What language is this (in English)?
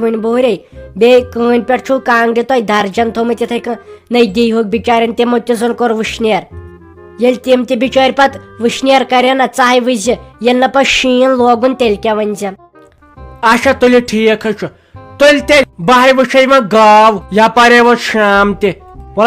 Kashmiri